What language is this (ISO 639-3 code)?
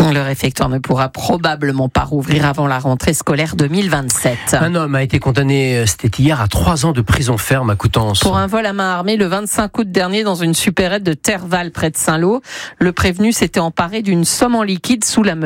fra